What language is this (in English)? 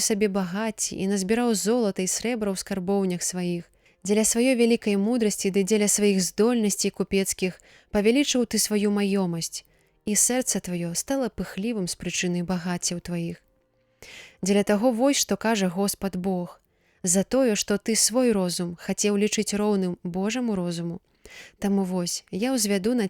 Belarusian